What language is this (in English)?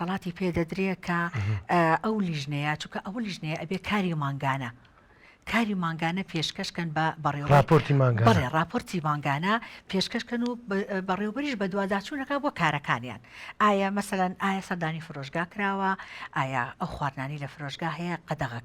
Central Kurdish